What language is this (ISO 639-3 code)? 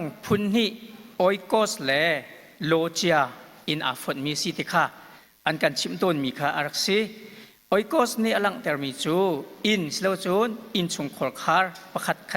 cnh